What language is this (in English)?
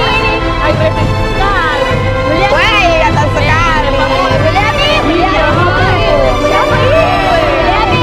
Makassar Malay